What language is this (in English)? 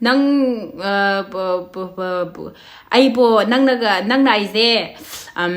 Manipuri